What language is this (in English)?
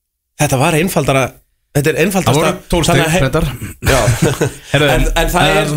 Icelandic